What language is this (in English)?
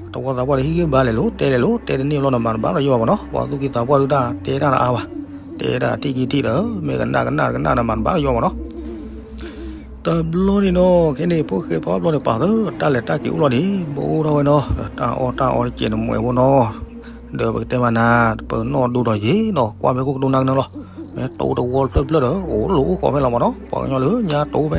S'gaw Karen